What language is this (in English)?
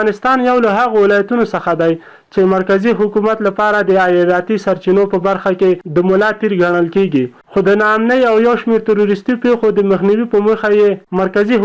Pashto